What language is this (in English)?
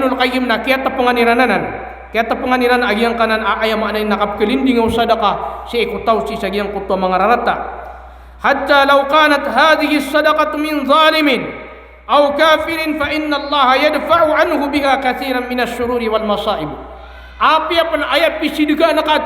Maranao